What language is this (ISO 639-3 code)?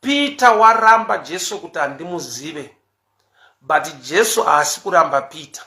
sna